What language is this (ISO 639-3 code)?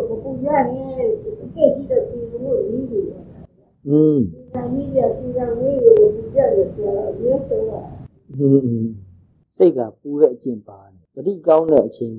mya